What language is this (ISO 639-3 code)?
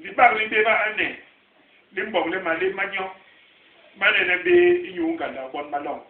bas